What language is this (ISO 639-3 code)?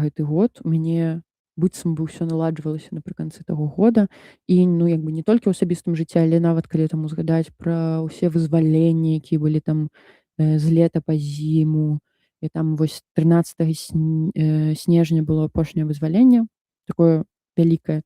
bel